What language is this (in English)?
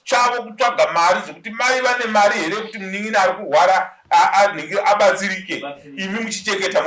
Shona